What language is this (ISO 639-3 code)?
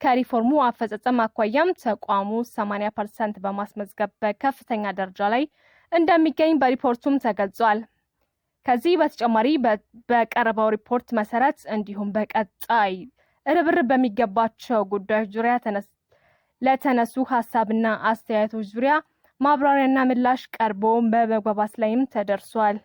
amh